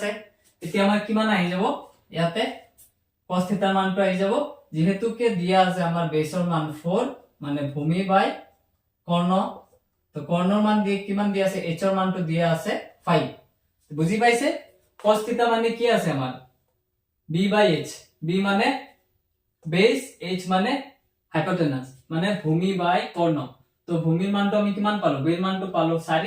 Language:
Assamese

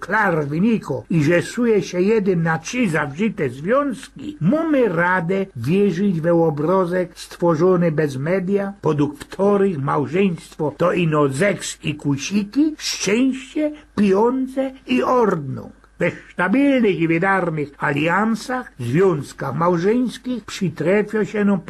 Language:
Silesian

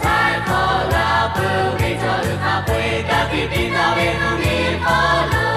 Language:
Lahu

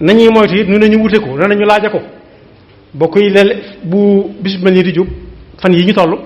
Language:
Wolof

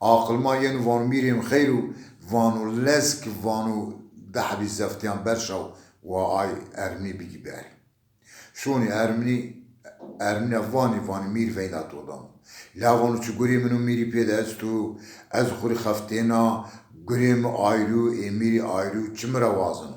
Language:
Zaza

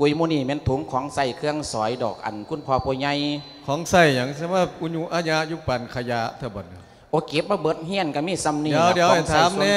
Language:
Lao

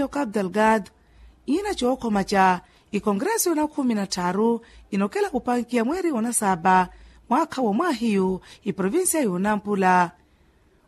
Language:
Makhuwa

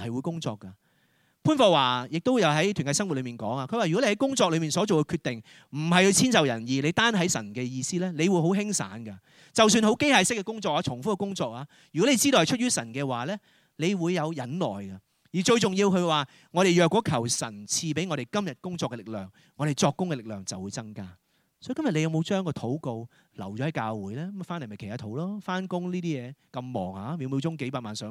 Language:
Cantonese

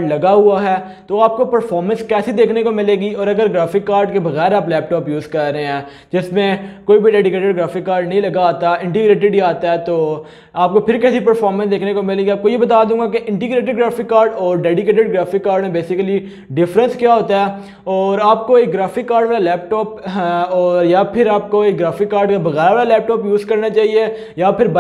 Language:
Hindi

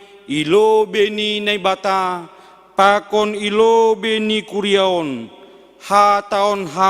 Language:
Batak Simalungun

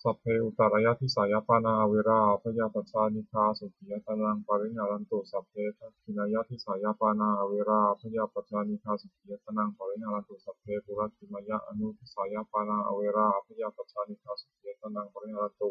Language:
Pali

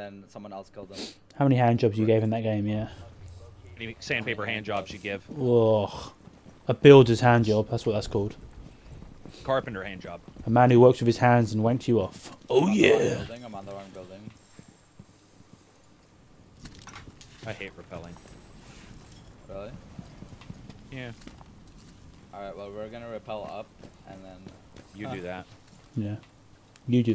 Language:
English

